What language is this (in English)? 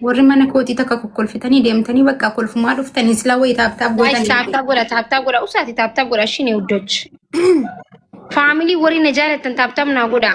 Oromo